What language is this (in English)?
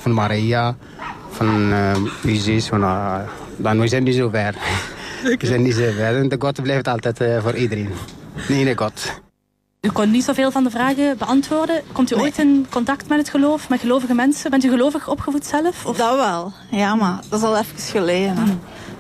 Dutch